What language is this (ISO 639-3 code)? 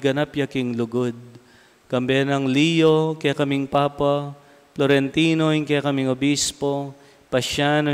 pam